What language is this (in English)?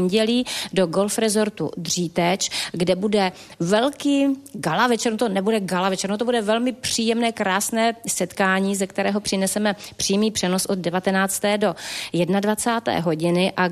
Czech